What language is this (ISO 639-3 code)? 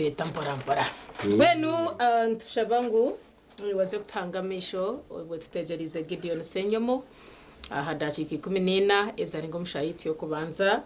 nyn